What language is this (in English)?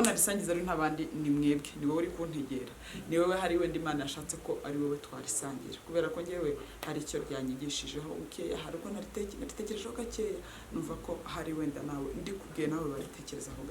Kinyarwanda